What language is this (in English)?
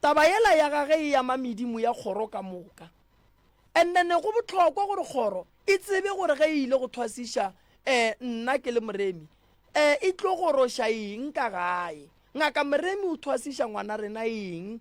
Northern Sotho